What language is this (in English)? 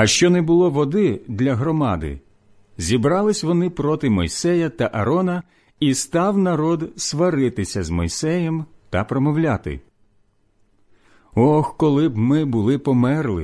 Ukrainian